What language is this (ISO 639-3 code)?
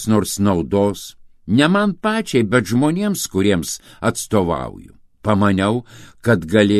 lit